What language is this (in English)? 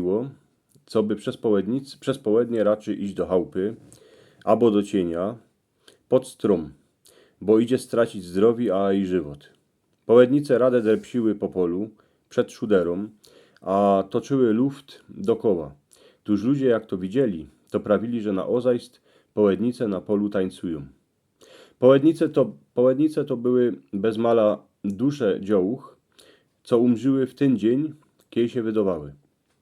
Silesian